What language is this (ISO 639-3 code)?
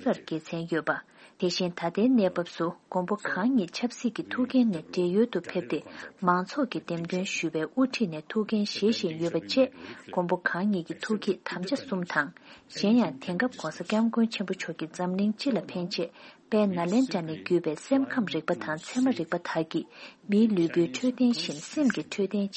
bod